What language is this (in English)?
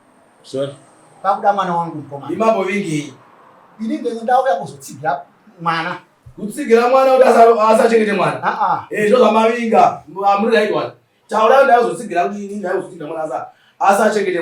Shona